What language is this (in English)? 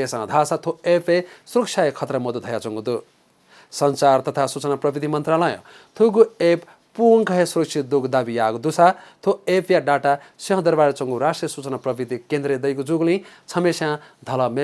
Newari